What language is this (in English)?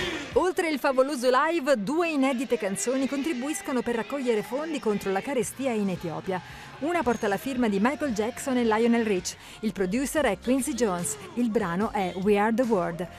Italian